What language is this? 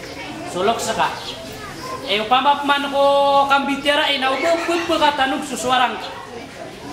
Maranao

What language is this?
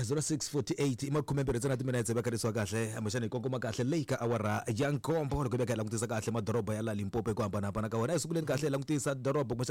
Tsonga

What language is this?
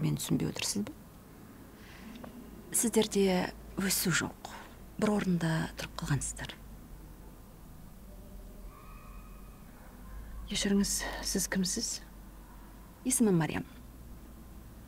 Kazakh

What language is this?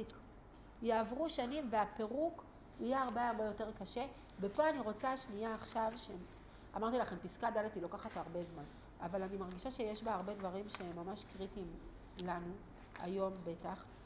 Hebrew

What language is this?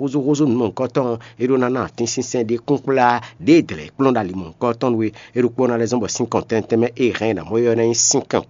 Fon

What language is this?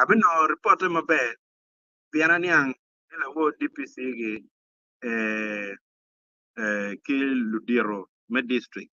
Acoli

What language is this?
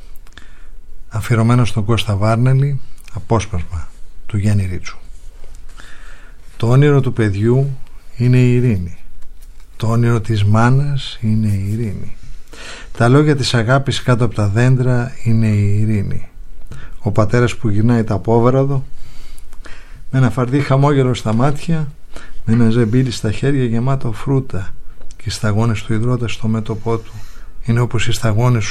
Greek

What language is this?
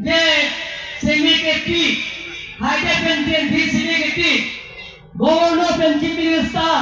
Karbi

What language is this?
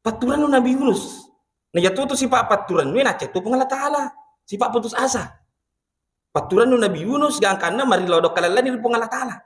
Buginese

